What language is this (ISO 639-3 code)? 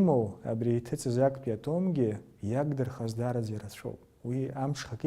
abk